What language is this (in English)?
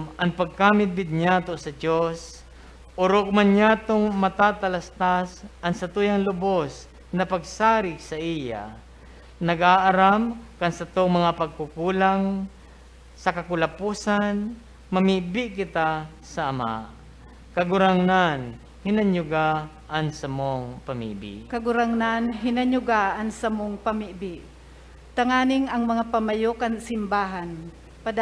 Bikol